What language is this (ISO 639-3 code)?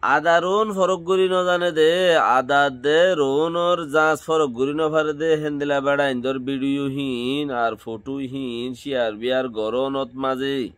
rhg